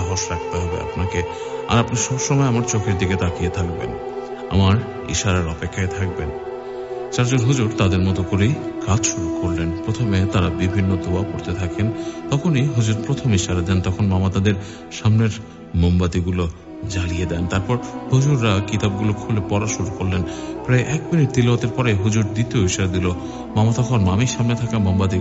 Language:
Bangla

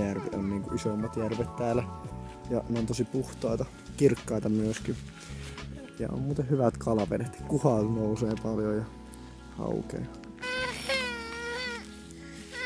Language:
Finnish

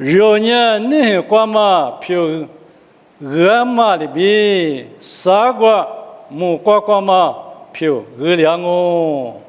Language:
Lisu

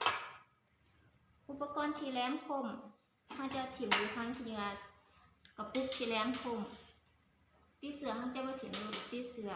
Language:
Lao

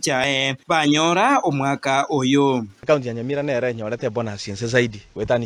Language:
Gusii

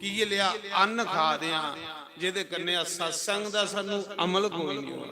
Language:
Dogri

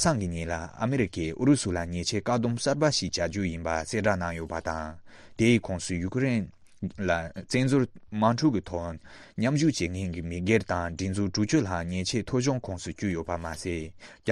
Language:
Tibetan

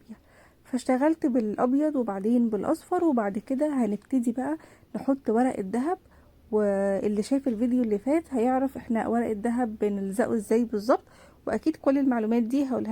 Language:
Egyptian Arabic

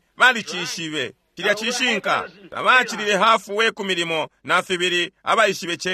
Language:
Bemba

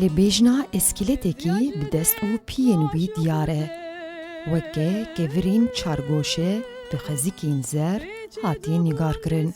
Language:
Kurdish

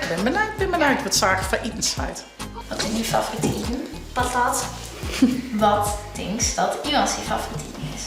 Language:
Western Frisian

